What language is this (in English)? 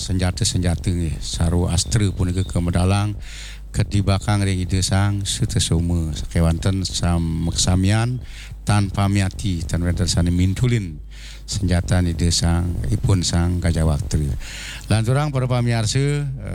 Balinese